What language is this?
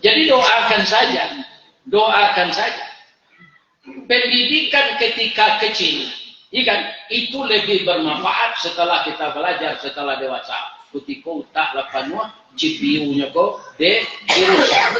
Minangkabau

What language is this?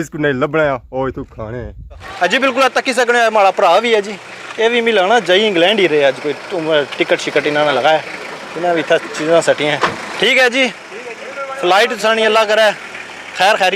Pahari-Potwari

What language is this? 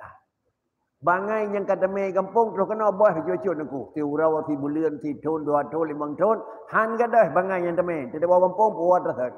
Achinese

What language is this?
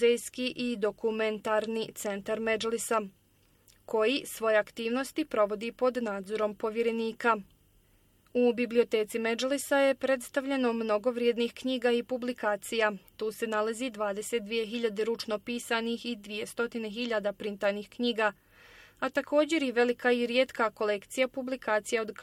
Bosnian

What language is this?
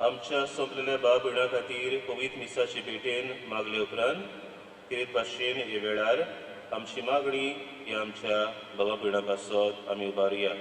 Konkani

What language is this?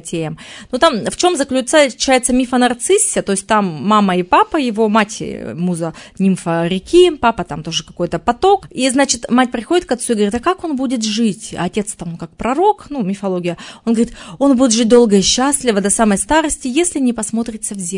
Russian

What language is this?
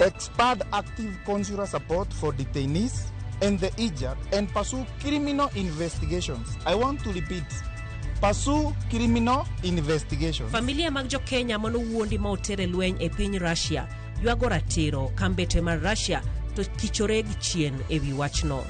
Luo (Kenya and Tanzania)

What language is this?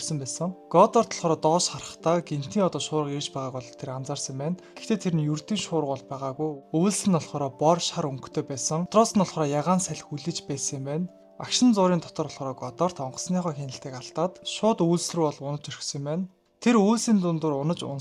Mongolian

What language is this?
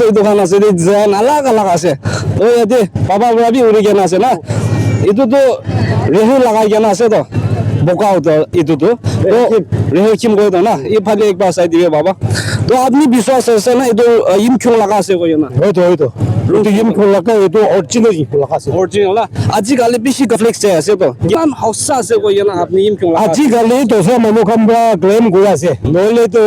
Naga Pidgin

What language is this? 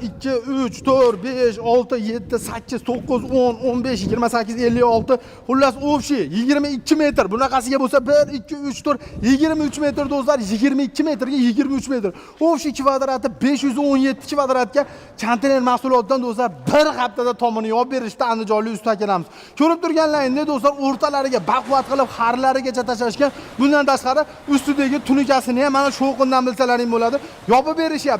Uzbek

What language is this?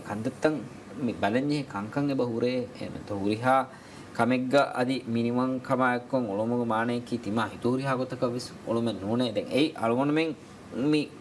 Divehi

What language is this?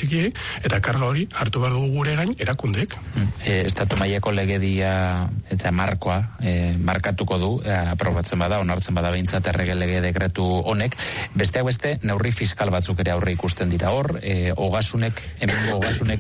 Basque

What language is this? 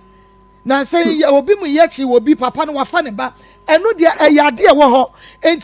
Akan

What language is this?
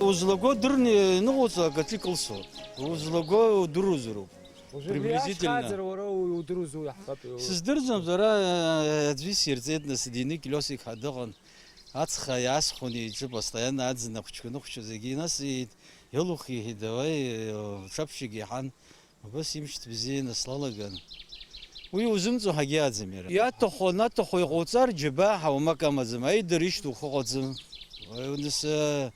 Abkhazian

